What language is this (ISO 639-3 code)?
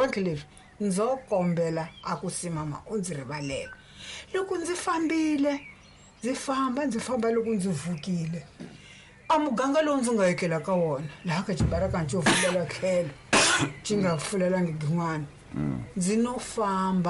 tso